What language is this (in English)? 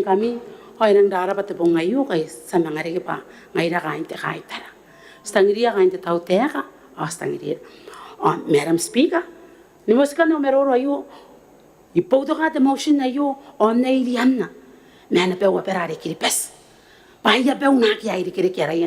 Gilbertese